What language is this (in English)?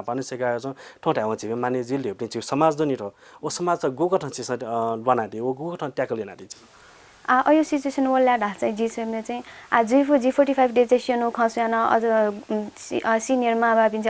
Newari